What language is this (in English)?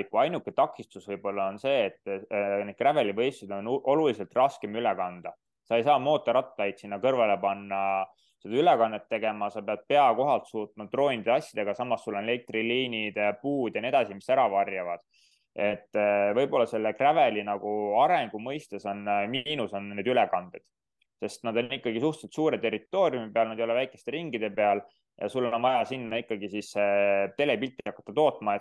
Estonian